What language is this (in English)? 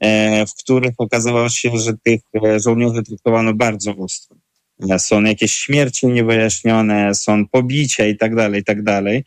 Polish